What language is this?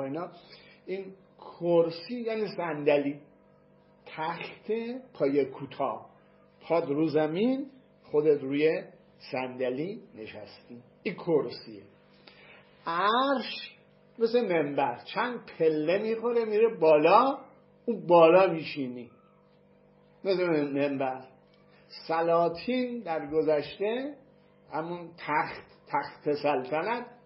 Persian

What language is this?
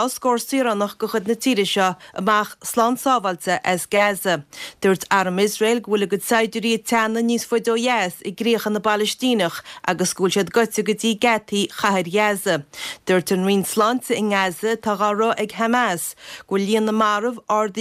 Irish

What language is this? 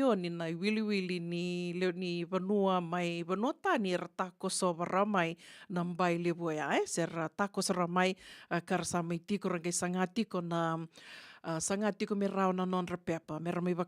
Fijian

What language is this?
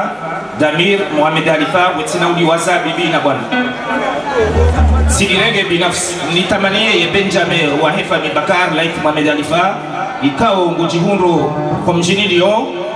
Swahili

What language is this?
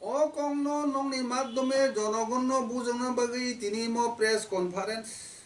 Kok Borok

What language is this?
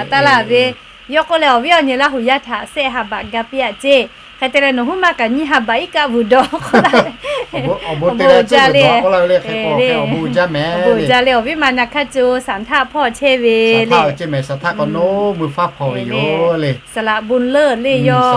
Lahu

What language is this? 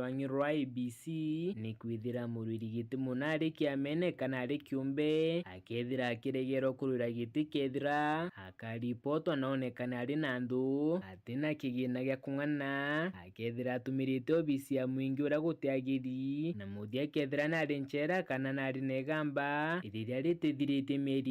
Meru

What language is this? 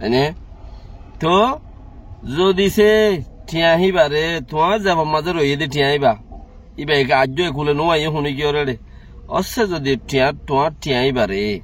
Rohingya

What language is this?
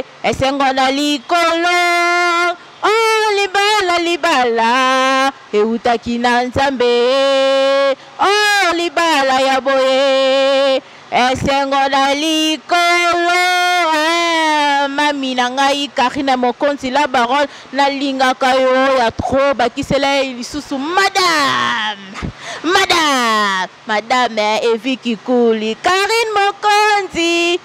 Lingala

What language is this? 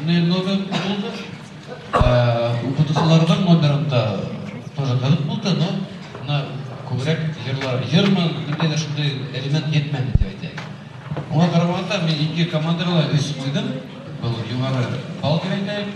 Bashkir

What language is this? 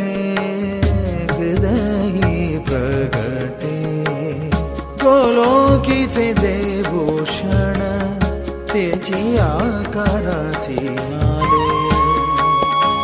Marathi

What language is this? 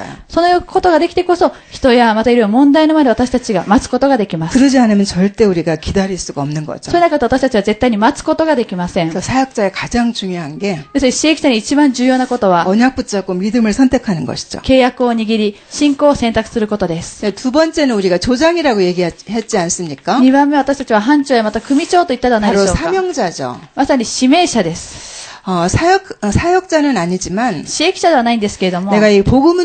Korean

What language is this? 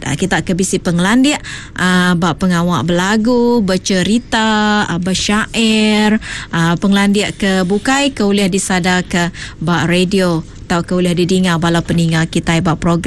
Iban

